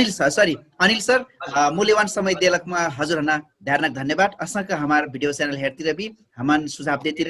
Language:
Dangaura Tharu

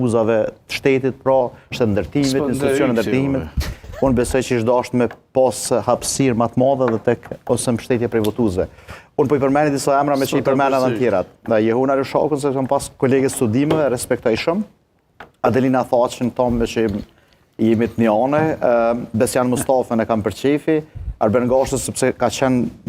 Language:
Albanian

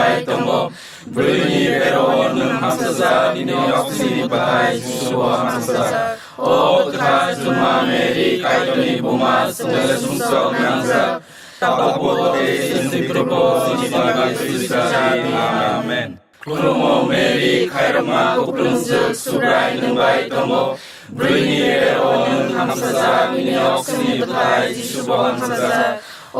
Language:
Kok Borok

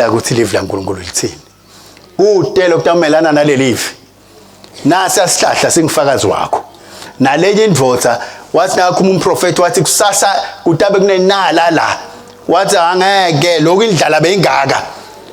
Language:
Swati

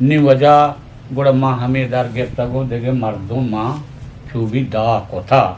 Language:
Eastern Balochi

